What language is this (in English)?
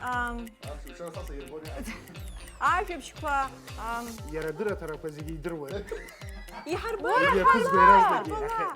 Abkhazian